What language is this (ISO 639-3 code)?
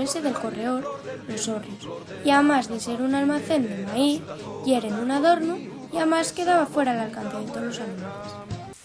ast